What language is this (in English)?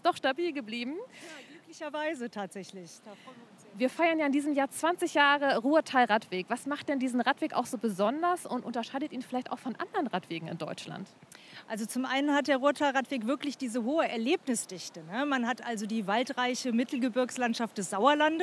German